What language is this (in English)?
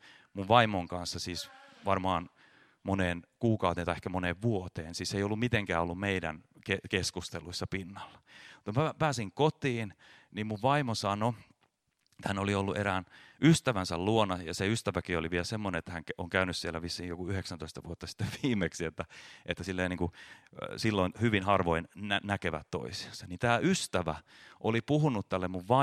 Finnish